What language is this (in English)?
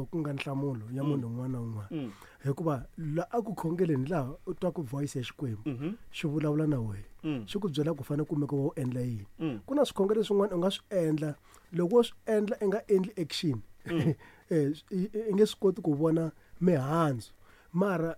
Tsonga